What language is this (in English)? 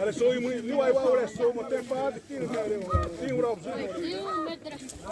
Xavánte